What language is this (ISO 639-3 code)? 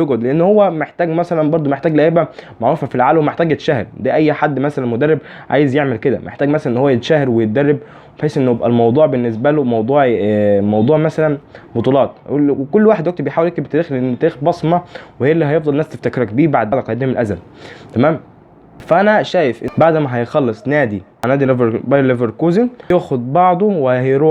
arz